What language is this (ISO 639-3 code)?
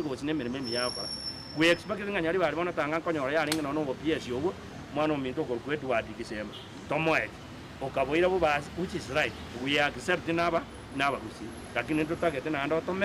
guz